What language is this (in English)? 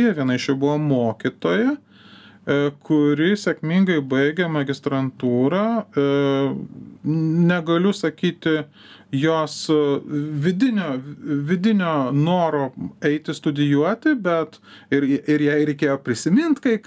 Lithuanian